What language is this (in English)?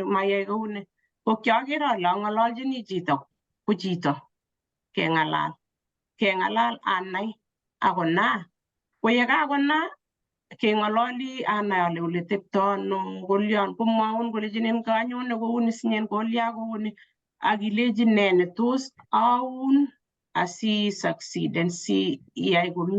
Kalenjin